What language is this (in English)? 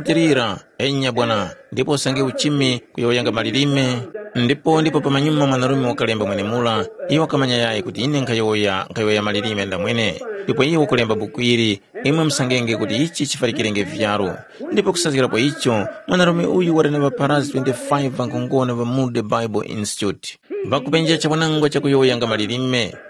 Tumbuka